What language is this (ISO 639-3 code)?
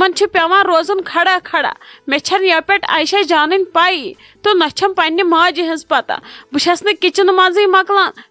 kas